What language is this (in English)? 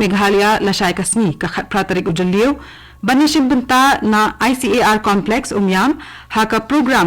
Khasi